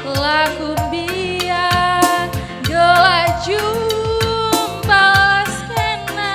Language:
Batak Karo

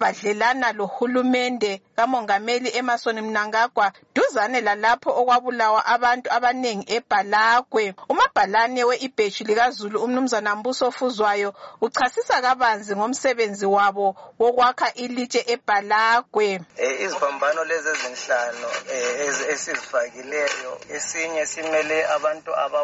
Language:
North Ndebele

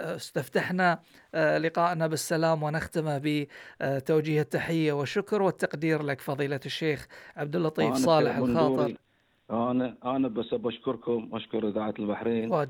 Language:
Gulf Arabic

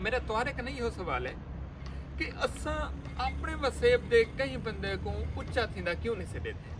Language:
Saraiki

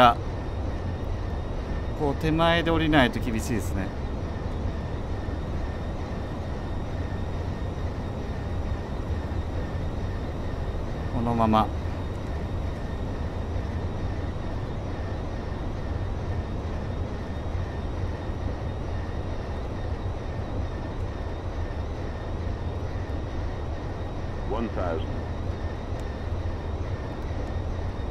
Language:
Japanese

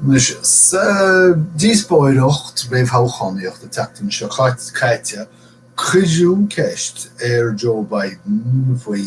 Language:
Irish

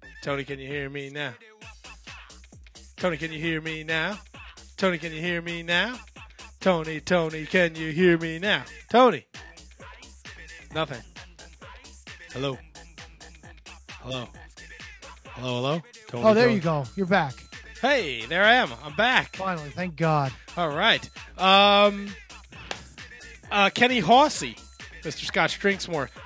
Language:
English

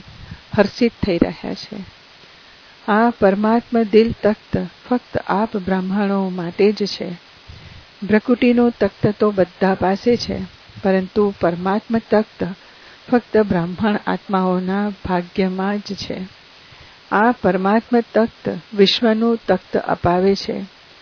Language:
Gujarati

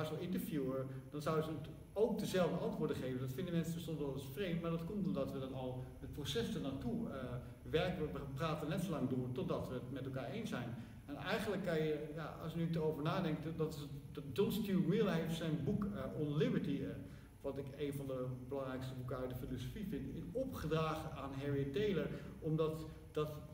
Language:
Dutch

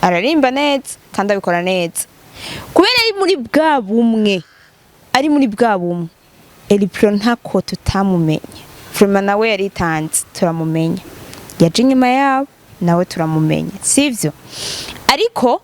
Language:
Rundi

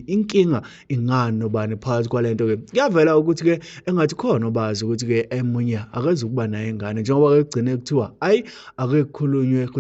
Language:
Zulu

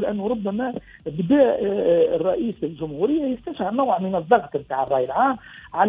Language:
Tunisian Arabic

